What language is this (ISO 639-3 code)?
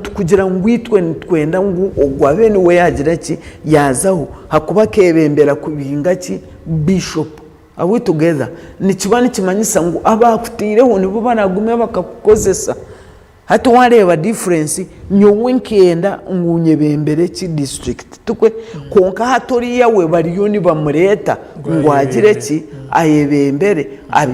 nyn